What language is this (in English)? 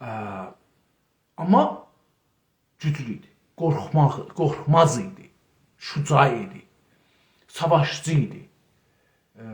South Azerbaijani